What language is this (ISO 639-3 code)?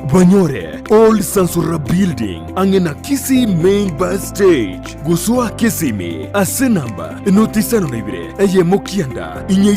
guz